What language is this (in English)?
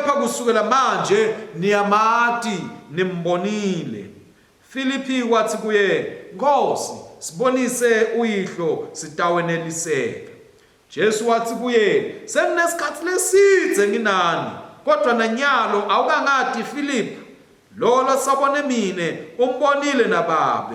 Swati